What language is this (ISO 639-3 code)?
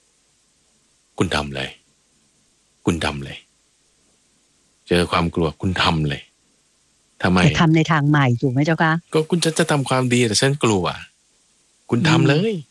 tha